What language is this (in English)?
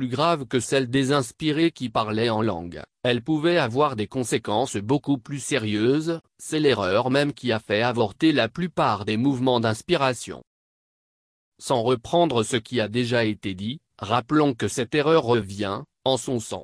French